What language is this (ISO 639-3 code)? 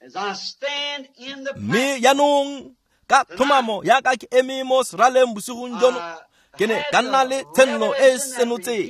tsn